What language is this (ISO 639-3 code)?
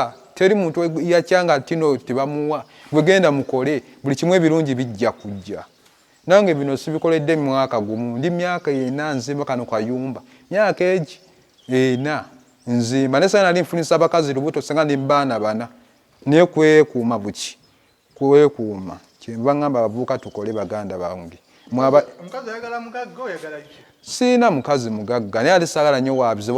lug